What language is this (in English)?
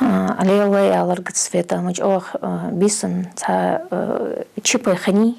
Ingush